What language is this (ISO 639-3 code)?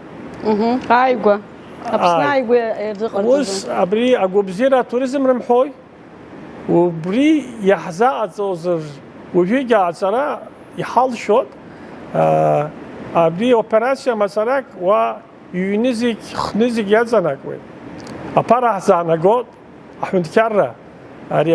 abk